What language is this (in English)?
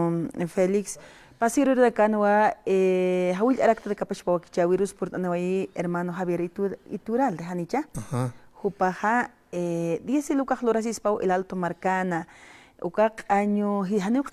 Aymara